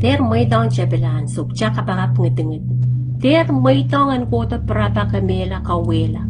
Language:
Pohnpeian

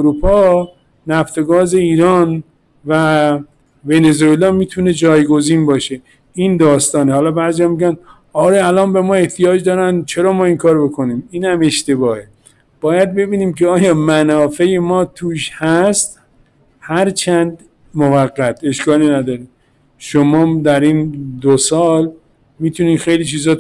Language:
Persian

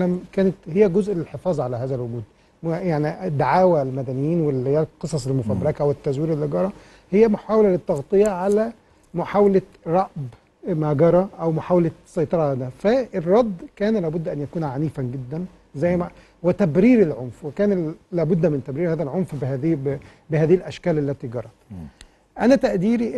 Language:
Arabic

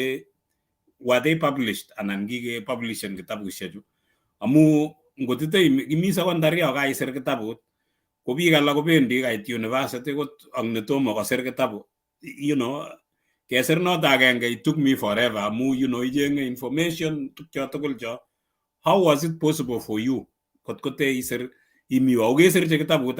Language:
Kalenjin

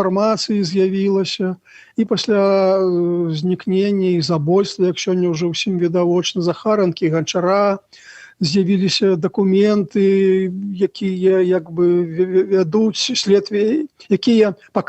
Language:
Belarusian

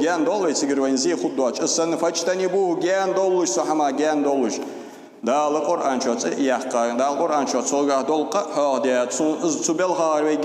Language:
Ingush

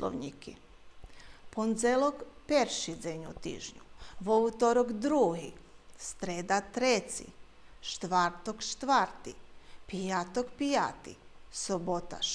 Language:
Rusyn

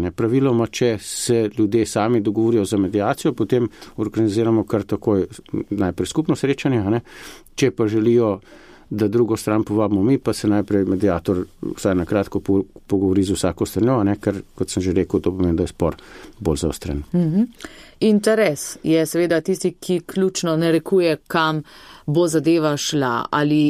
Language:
Slovenian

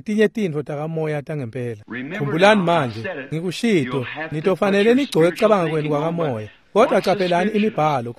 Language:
Swati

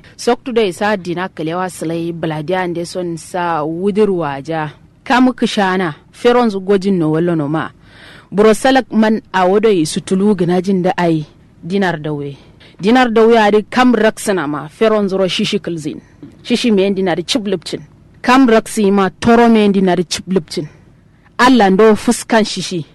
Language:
Kanuri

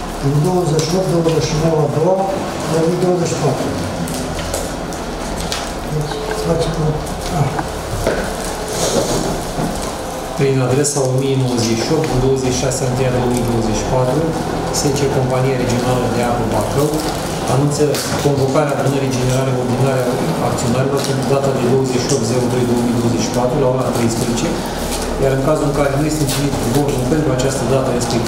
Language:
Romanian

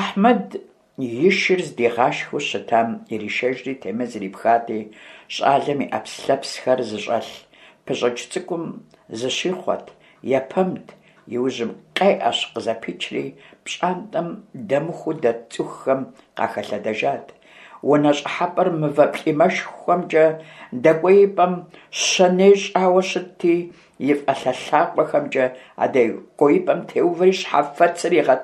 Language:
Kabardian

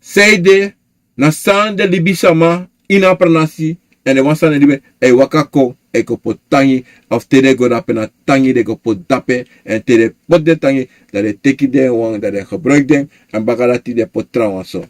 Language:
Sranan Tongo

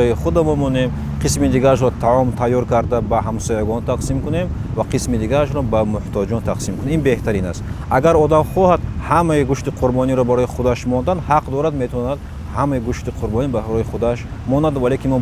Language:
Tajik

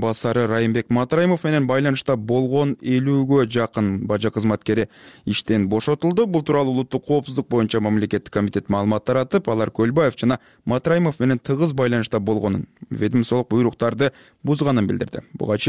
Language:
Kyrgyz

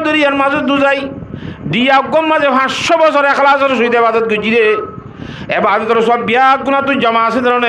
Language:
Rohingya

